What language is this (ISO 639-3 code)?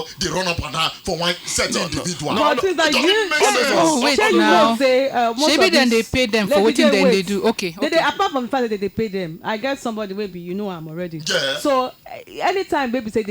pcm